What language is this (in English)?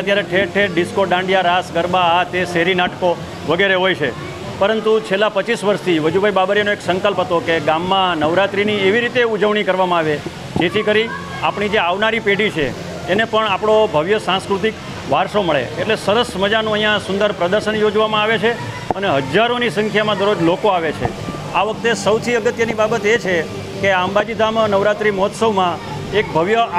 Gujarati